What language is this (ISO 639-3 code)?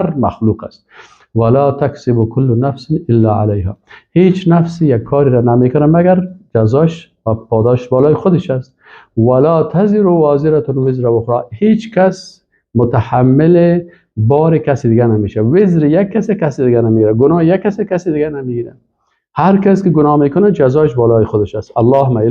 fas